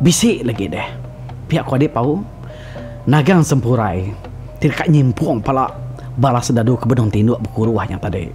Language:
Iban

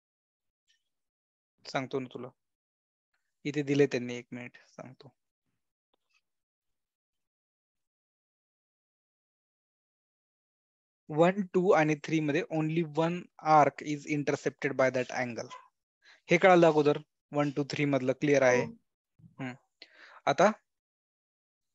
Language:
Marathi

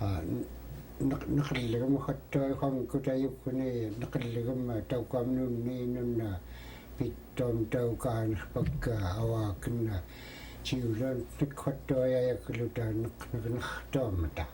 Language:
Central Yupik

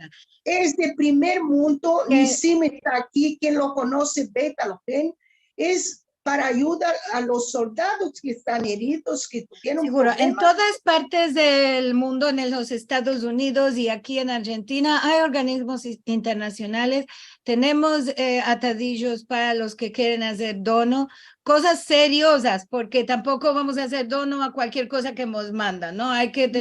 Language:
Ladino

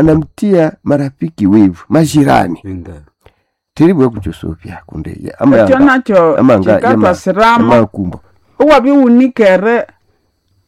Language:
Swahili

